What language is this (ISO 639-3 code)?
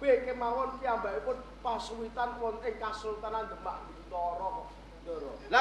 jav